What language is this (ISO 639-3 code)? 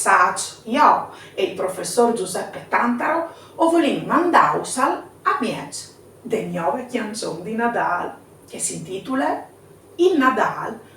fur